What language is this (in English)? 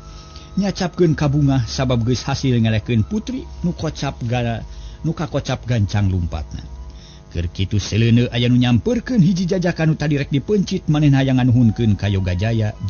Sundanese